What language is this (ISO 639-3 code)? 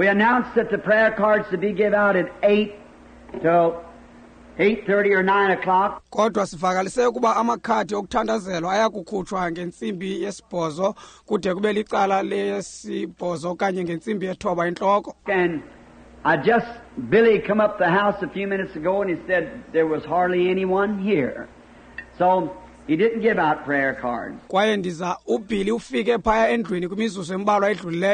xho